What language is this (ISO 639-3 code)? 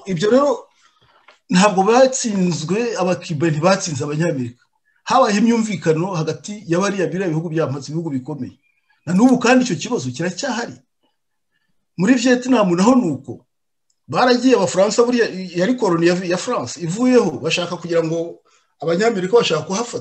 kin